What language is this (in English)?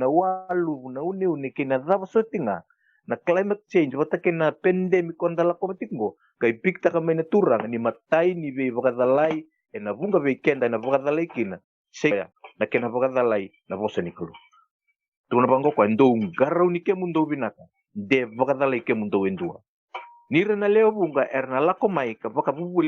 Fijian